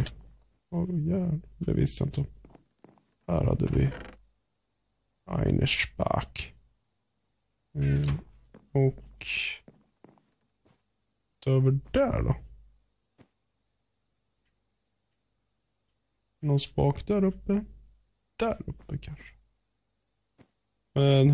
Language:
Swedish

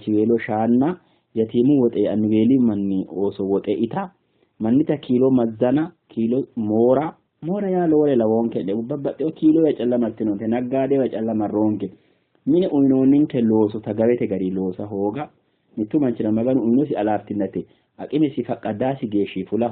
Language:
Sidamo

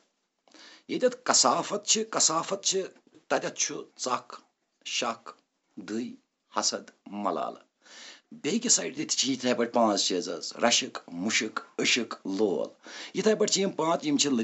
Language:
Kashmiri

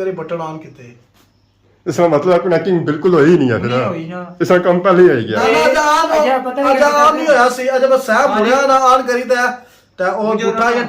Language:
Pahari-Potwari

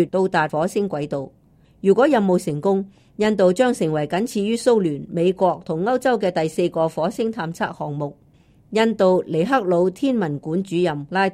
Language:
Cantonese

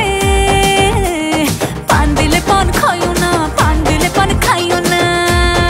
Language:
Bangla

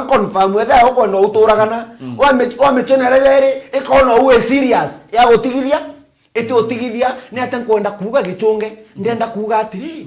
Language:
Meru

